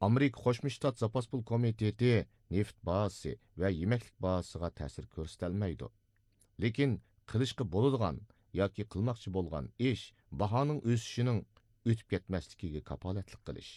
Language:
Uyghur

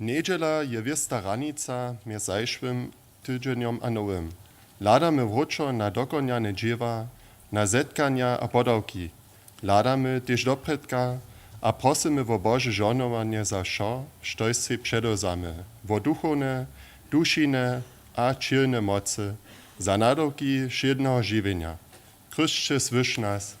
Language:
Upper Sorbian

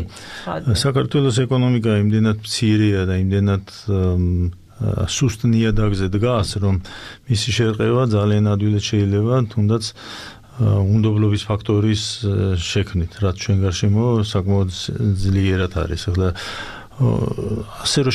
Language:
Georgian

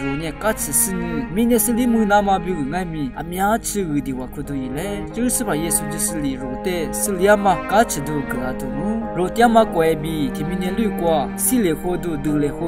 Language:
Lisu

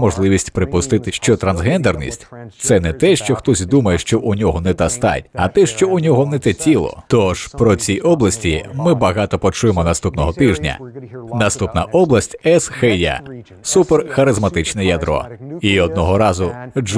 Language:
Ukrainian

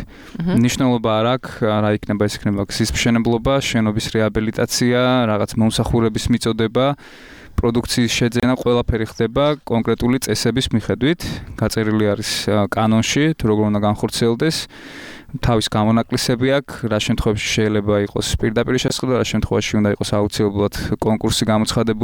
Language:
Georgian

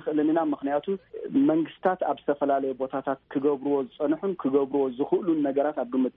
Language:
Tigrinya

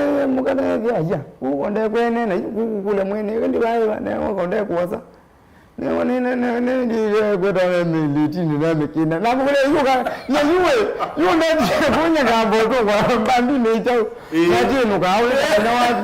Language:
Kamba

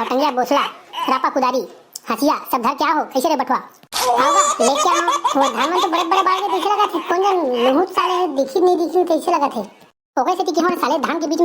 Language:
Chhattisgarhi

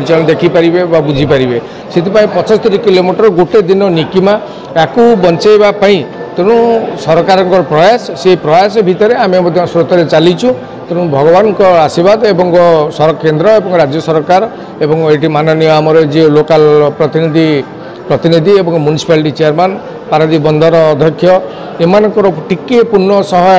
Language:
Odia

